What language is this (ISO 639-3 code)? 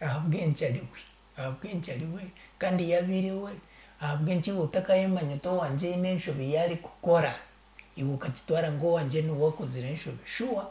nyn